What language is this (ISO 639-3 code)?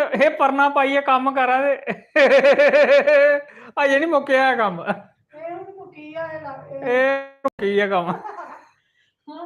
doi